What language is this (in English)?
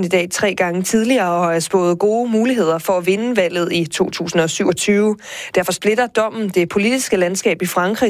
Danish